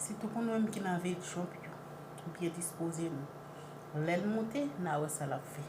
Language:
Haitian Creole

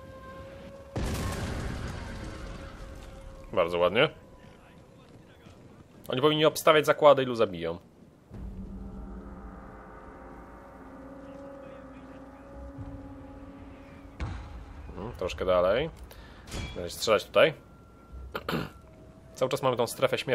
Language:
Polish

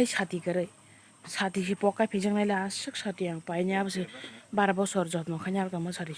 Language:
Kok Borok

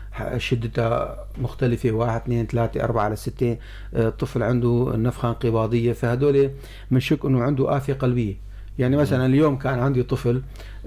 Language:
North Levantine Arabic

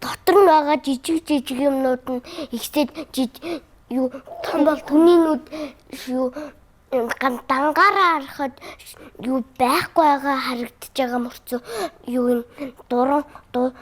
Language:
Mongolian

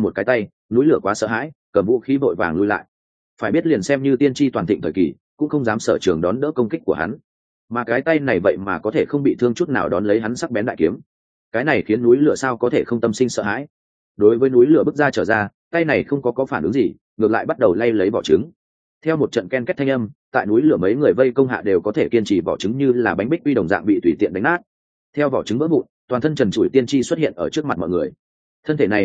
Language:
Vietnamese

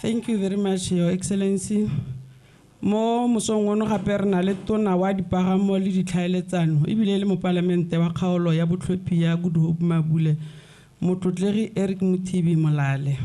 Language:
Tswana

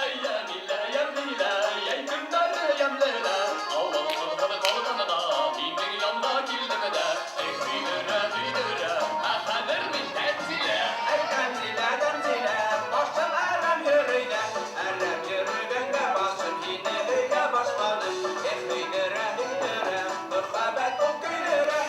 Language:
Bashkir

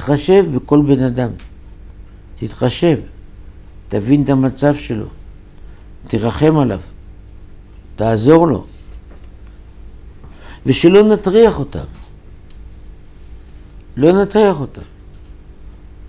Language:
Hebrew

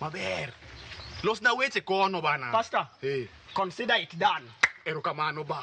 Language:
Luo (Kenya and Tanzania)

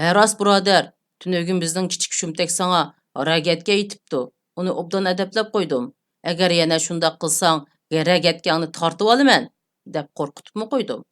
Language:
Uyghur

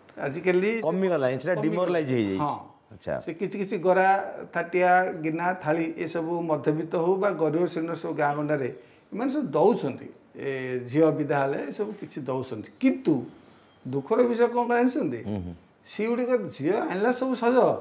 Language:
Odia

